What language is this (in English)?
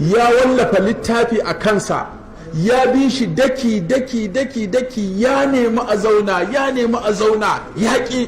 Hausa